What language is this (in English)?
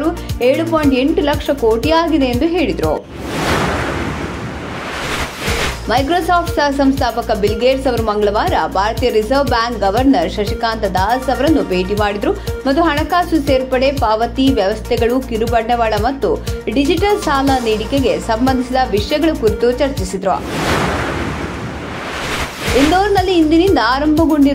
Kannada